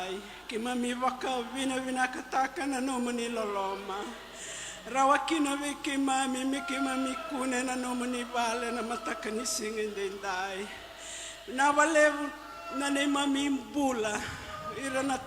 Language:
Fijian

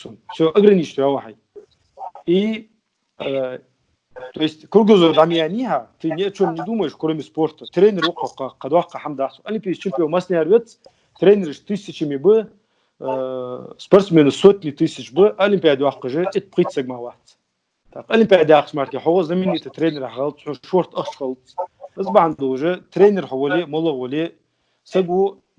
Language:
Ingush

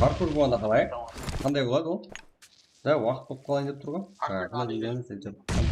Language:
Kara-Kalpak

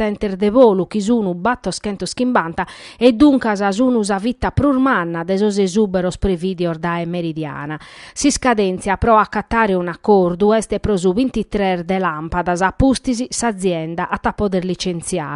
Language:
Sardinian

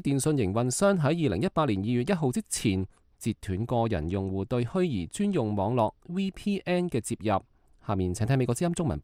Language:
Cantonese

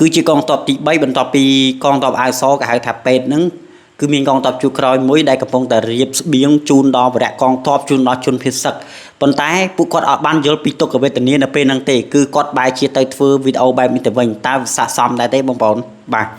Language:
Khmer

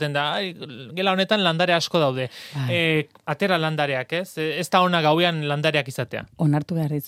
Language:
Basque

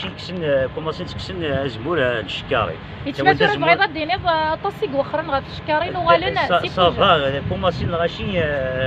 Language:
Kabyle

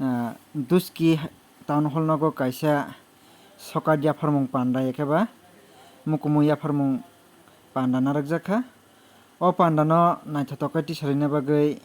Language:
Kok Borok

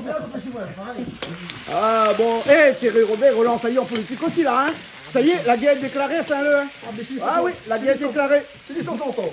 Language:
Réunion Creole French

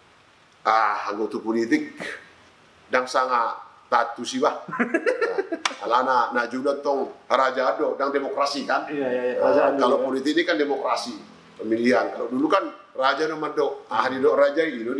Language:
Indonesian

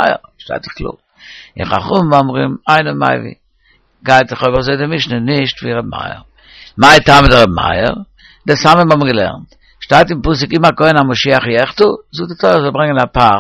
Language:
Yiddish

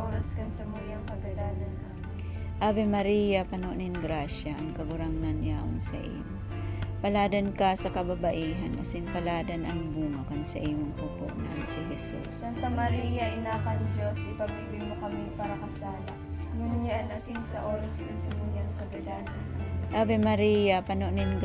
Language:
Bikol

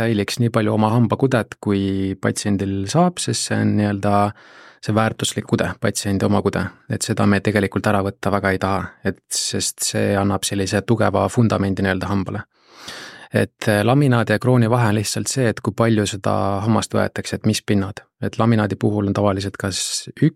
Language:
Estonian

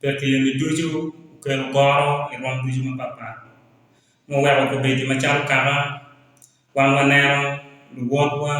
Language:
Acoli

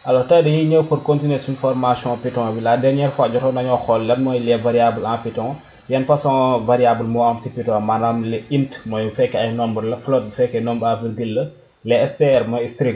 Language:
Wolof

